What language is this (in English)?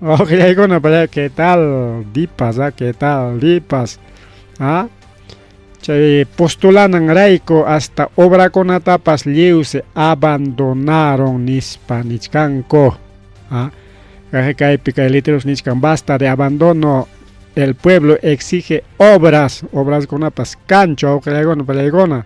Ayacucho Quechua